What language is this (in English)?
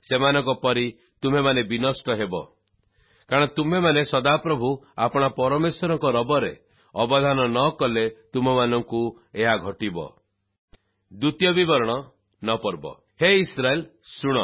Odia